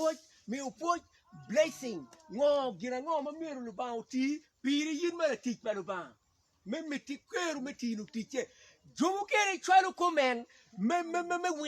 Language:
Acoli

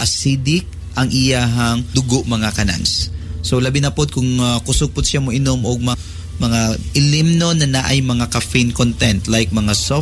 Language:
Cebuano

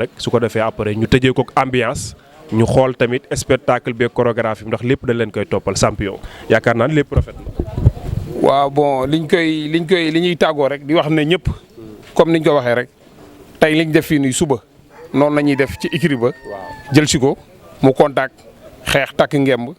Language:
Wolof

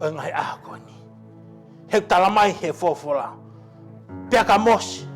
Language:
Tongan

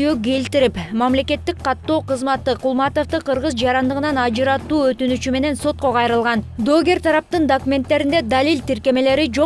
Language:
Kyrgyz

